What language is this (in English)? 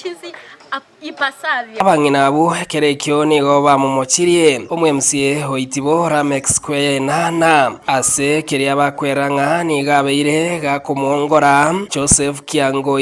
Gusii